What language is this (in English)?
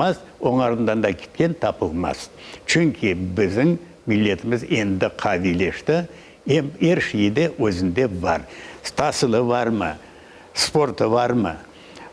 Crimean Tatar